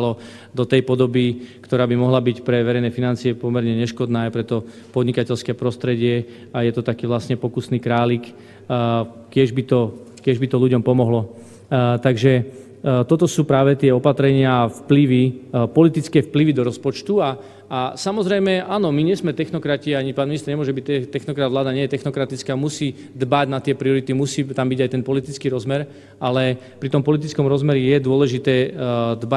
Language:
Slovak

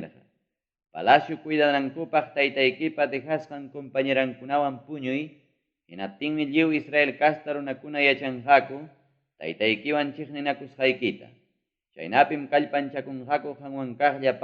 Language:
Ayacucho Quechua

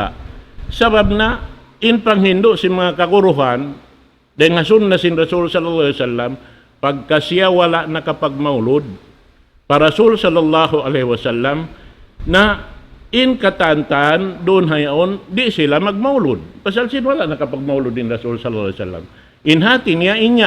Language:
Tausug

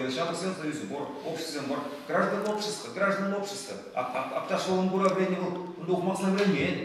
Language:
Chuvash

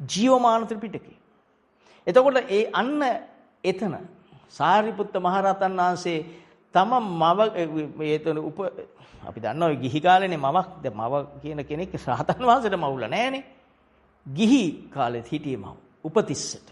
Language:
Sinhala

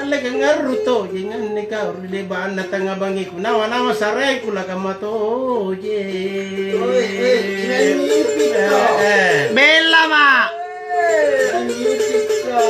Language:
Makasar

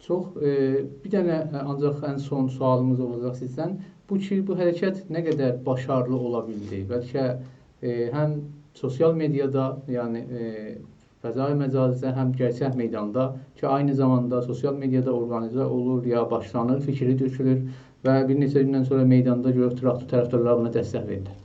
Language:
South Azerbaijani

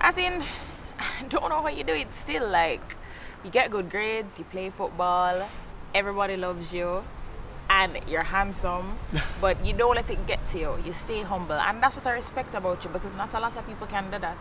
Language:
Jamaican Creole English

